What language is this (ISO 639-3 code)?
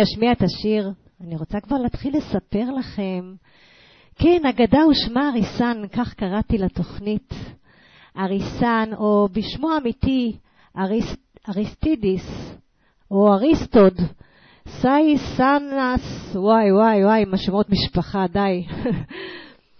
heb